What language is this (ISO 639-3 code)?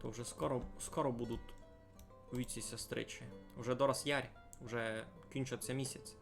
rue